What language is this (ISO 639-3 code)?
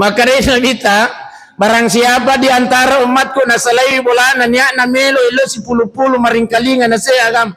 bug